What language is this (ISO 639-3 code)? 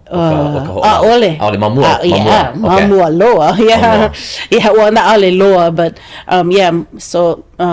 haw